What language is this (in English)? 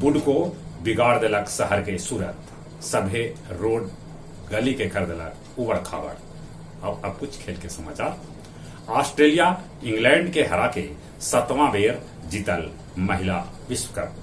Magahi